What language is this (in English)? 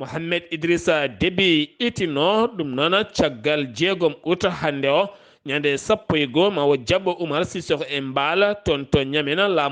Fula